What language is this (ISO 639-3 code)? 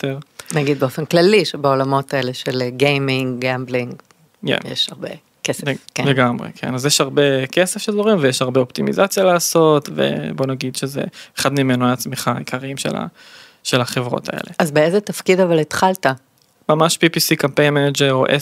heb